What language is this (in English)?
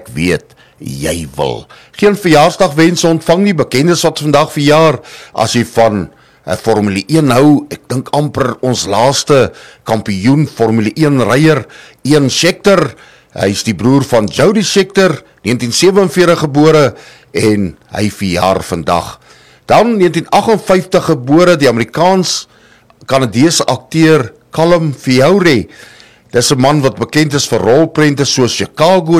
Afrikaans